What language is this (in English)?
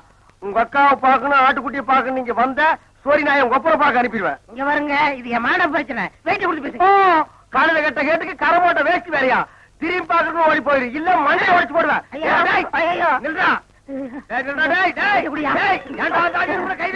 Tamil